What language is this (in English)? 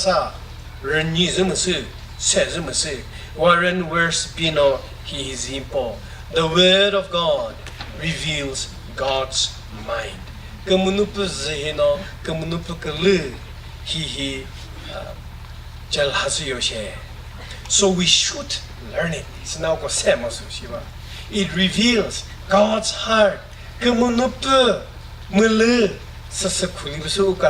Chokri Naga